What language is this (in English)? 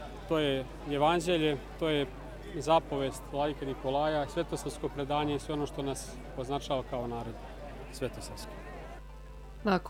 Serbian